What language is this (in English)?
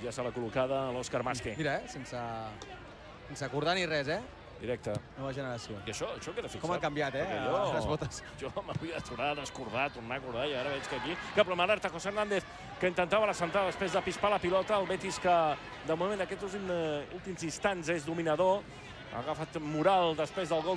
Catalan